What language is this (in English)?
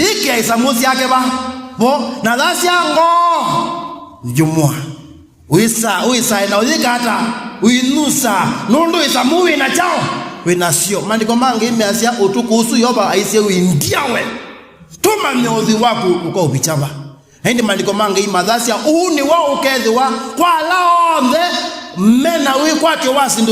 Kamba